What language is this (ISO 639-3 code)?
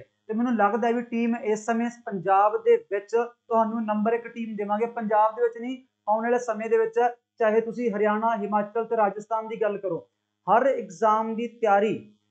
pan